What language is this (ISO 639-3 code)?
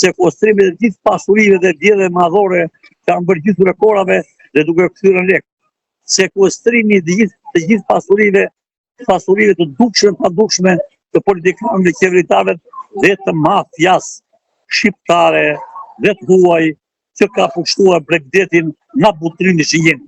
sqi